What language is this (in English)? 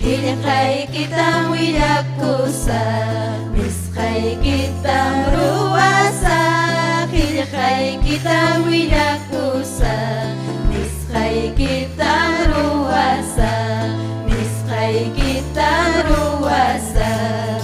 Ayacucho Quechua